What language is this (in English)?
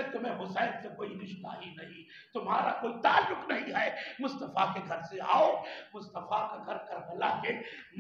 Urdu